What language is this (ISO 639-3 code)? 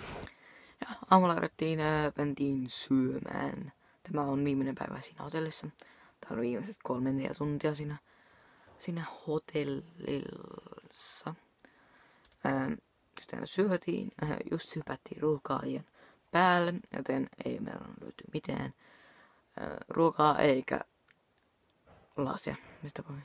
fin